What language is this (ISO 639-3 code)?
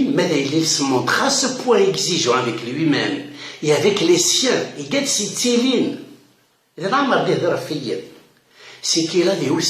kab